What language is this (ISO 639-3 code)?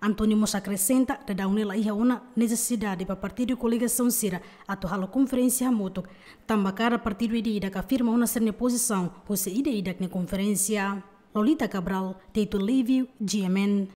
tet